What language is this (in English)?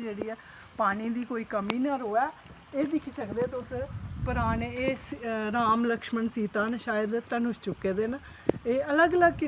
Dogri